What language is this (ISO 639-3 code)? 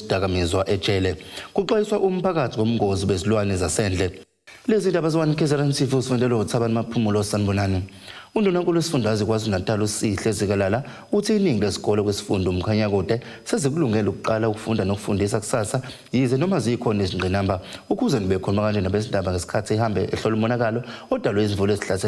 zul